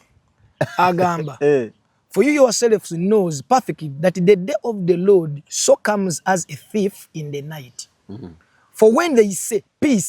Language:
Ganda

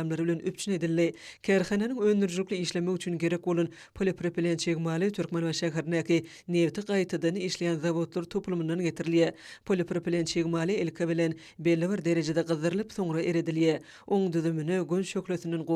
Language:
Turkmen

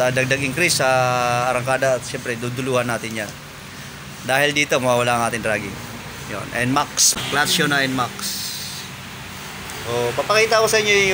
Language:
Filipino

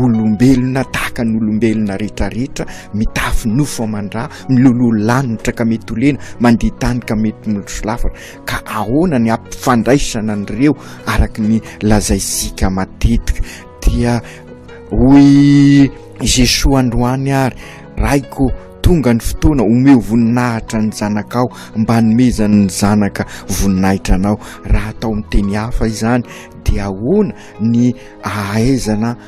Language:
Malagasy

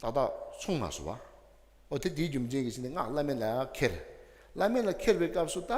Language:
Tibetan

